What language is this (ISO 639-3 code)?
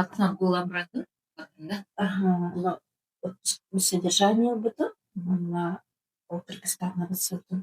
sah